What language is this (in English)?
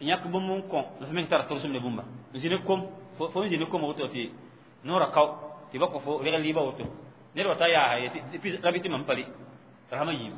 Mossi